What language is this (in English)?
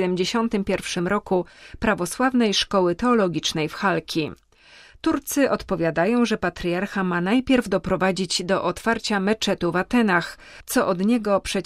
Polish